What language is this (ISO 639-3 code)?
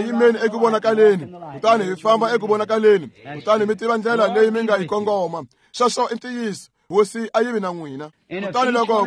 tso